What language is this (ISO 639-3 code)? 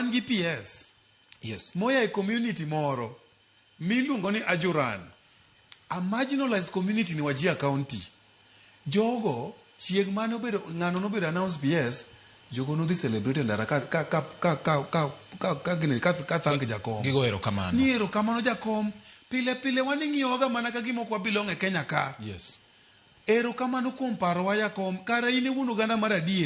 luo